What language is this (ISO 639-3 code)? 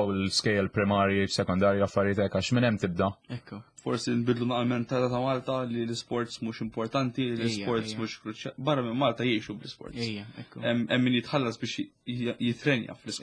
mlt